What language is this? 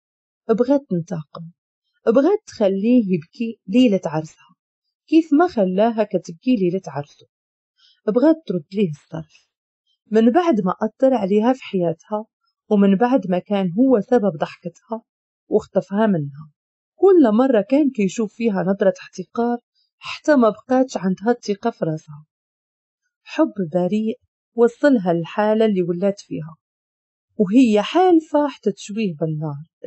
Moroccan Arabic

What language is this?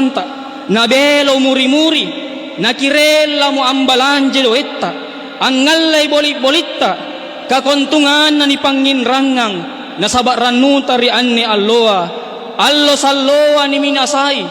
Makasar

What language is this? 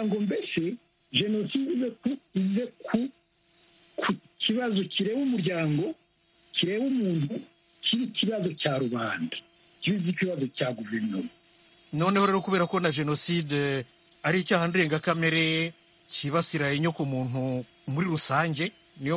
Kinyarwanda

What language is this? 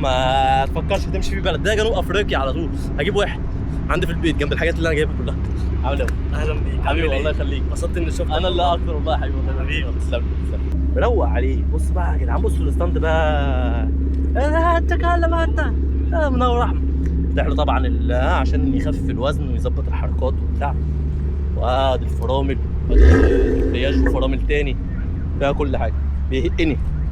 Egyptian Arabic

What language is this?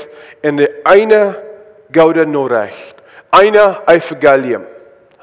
Plautdietsch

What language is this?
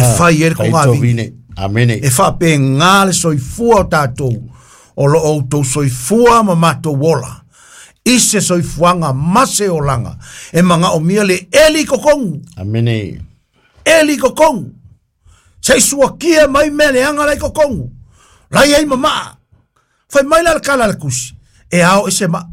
Samoan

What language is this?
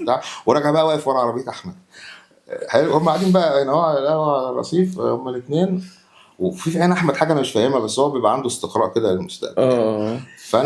Egyptian Arabic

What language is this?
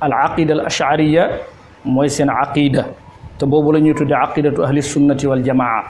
Wolof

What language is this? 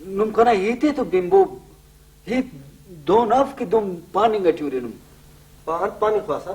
Brahui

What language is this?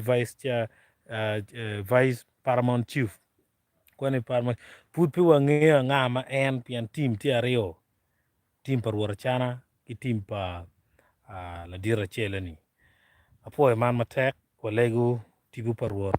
Acoli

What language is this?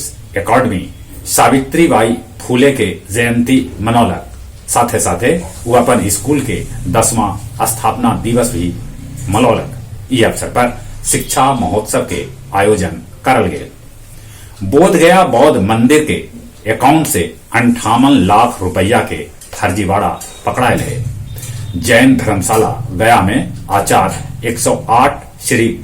Magahi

